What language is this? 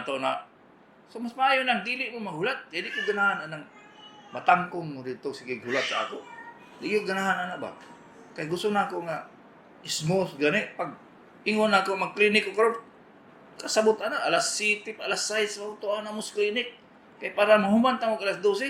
Cebuano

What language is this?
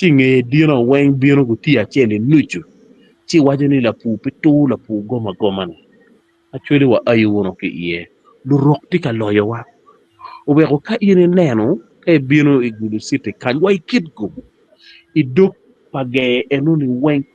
Acoli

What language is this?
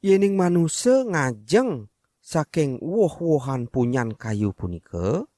Balinese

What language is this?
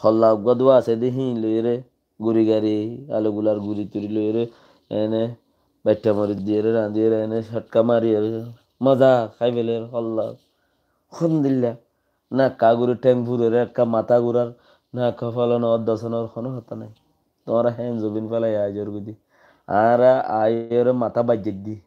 Rohingya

